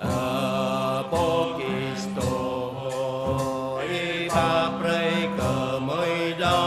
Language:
Jarai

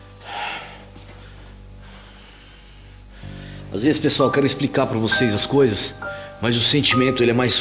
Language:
Portuguese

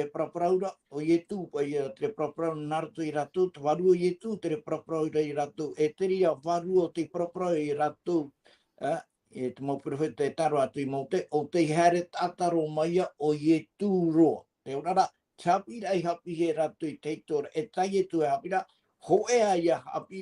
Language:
Tahitian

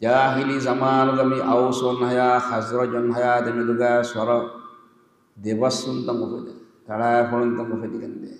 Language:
Divehi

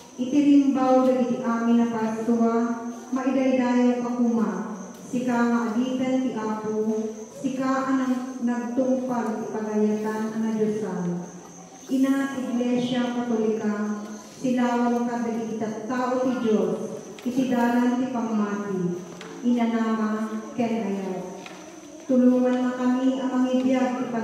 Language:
Iloko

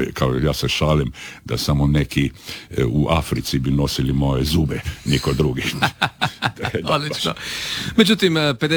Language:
Croatian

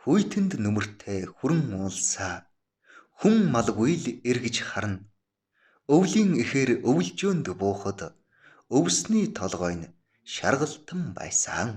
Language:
Mongolian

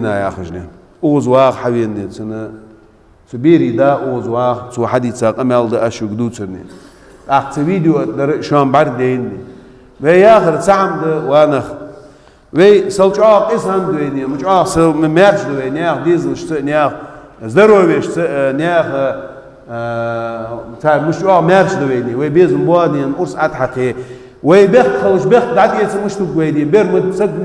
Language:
Ingush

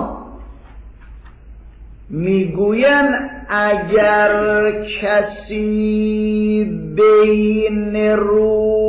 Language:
Persian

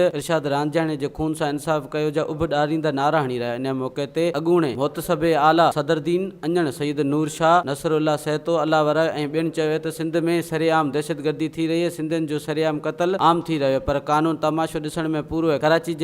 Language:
Sindhi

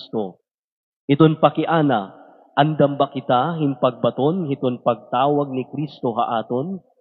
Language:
Waray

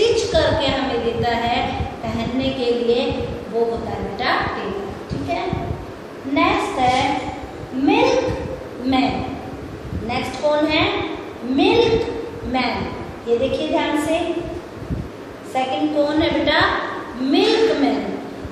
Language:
Hindi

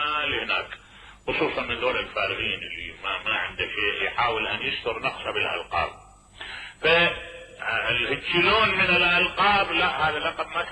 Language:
Mesopotamian Arabic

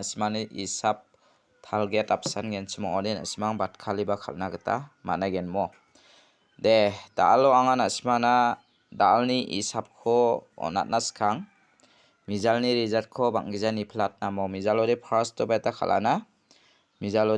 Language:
Garo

